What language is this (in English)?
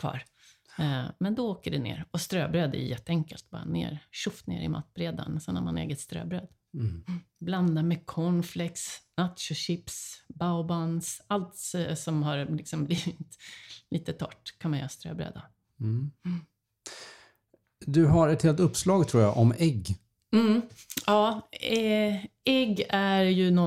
Swedish